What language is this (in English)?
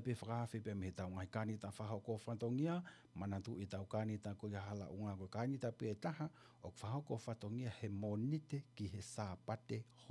Tongan